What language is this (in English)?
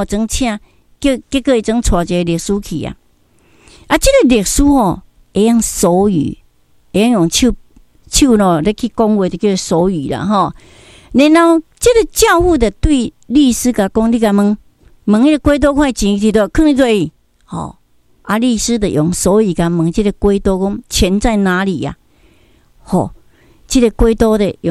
Min Nan Chinese